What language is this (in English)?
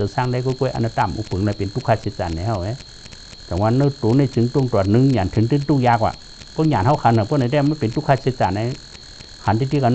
Shan